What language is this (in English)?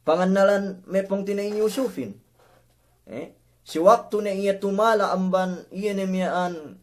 Yakan